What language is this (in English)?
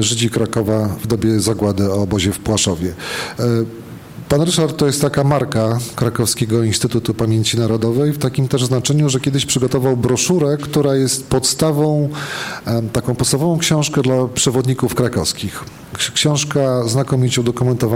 Polish